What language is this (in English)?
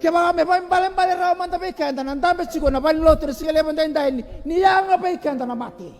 Fijian